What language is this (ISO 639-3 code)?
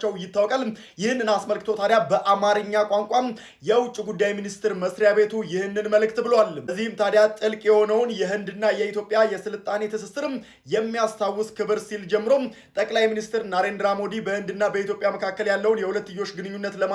amh